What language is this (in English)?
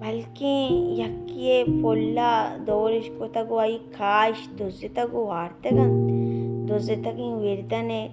Baluchi